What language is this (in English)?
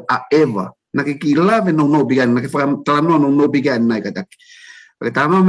Tongan